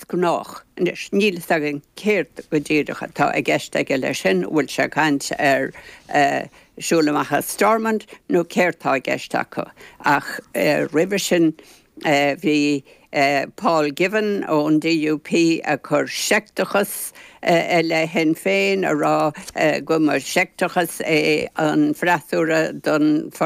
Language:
Irish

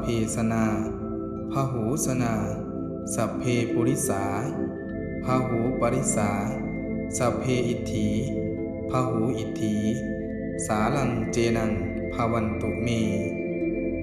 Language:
Pali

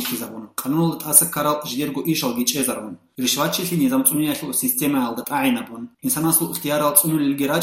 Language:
Avaric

